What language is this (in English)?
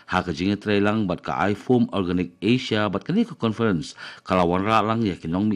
Khasi